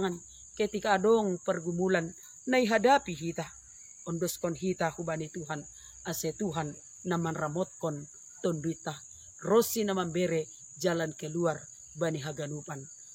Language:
Batak Simalungun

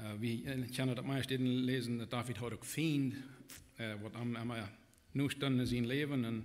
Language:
Plautdietsch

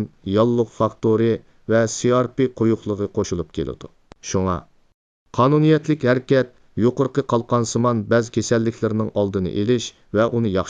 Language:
Uyghur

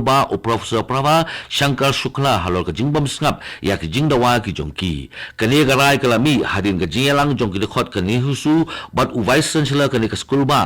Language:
Khasi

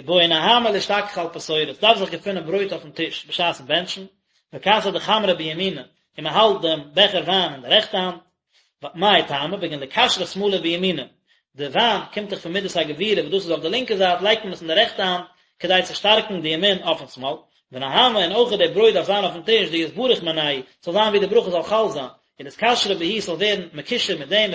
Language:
Yiddish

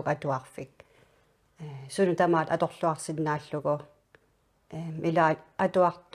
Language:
Kalaallisut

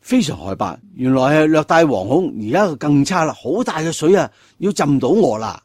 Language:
Cantonese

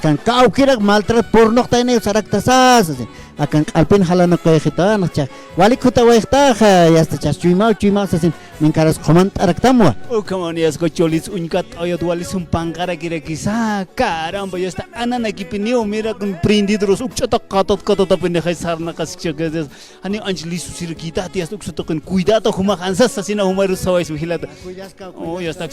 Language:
Aymara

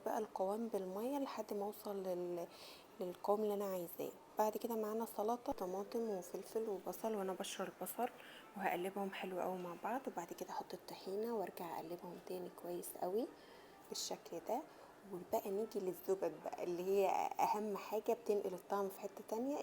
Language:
Egyptian Arabic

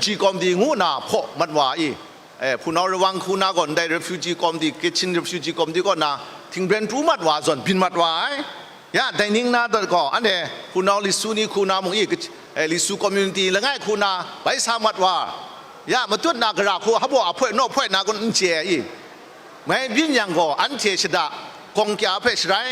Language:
Kachin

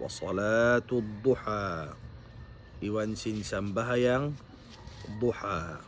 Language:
Tausug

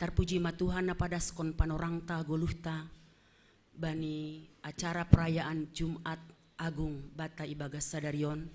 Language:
Batak Simalungun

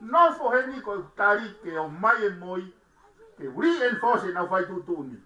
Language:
Tongan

